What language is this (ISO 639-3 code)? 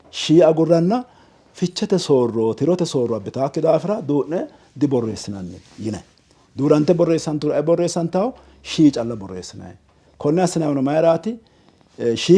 sid